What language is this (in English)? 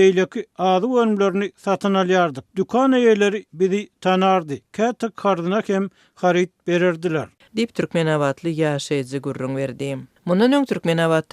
Turkmen